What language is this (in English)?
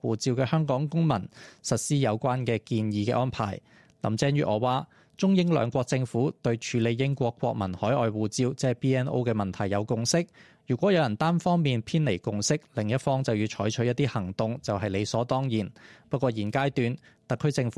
Cantonese